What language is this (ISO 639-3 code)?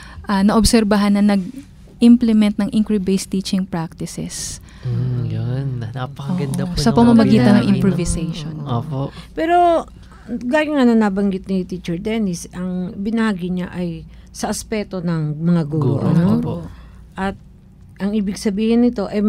fil